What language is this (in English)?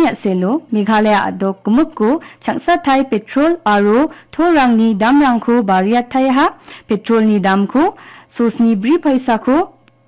Garo